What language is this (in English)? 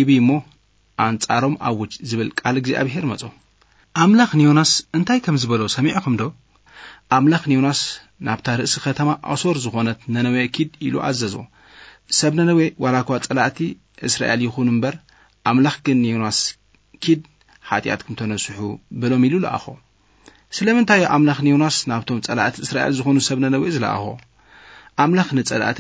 Tigrinya